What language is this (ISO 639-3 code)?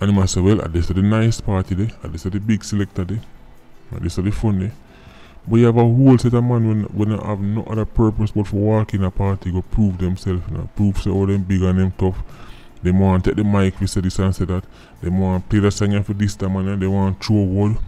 jam